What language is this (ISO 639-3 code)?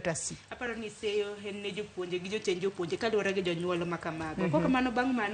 luo